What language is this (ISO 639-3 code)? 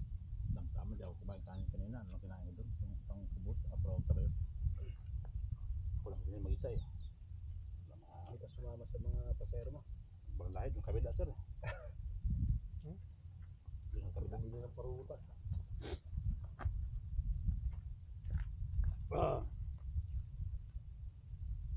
fil